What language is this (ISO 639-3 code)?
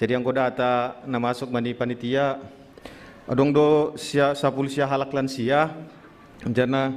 bts